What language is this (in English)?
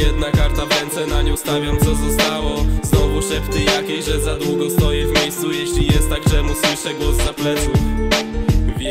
Polish